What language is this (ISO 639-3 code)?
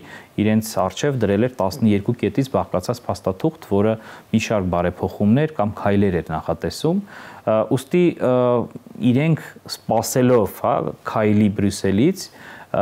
hye